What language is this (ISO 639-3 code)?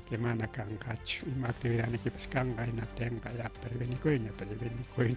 quy